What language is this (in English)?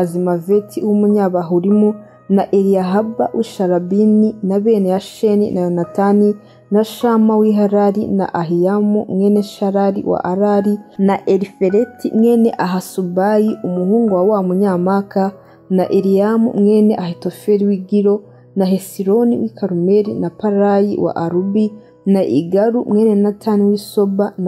Kinyarwanda